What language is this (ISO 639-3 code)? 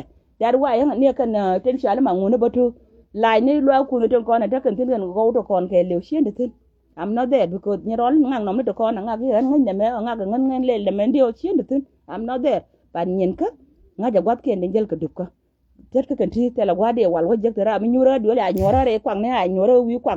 nus